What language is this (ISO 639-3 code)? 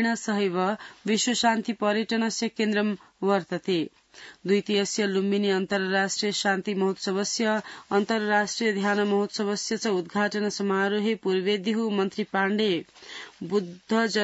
san